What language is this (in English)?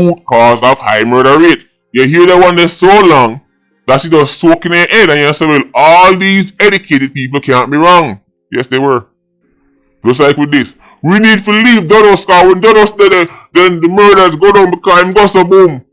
Jamaican Creole English